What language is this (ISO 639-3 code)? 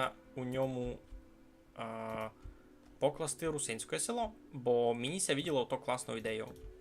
rue